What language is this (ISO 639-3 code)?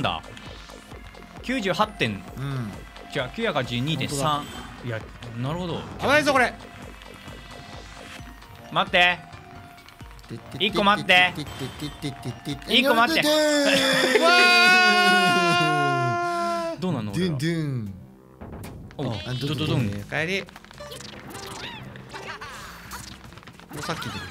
jpn